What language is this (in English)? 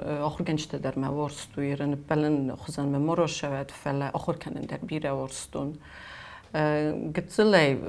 Ossetic